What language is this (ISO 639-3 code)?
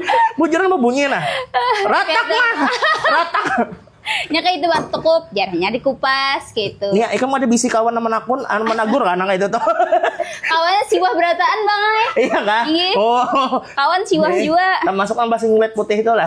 bjn